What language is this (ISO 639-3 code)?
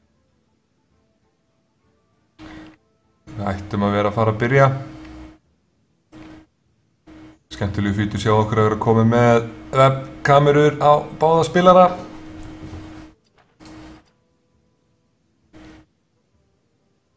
isl